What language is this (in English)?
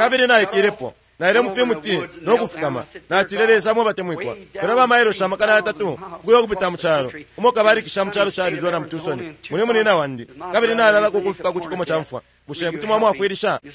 Bemba